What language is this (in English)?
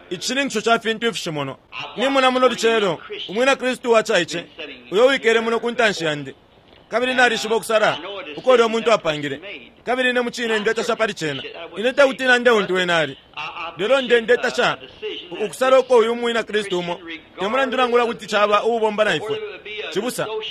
Bemba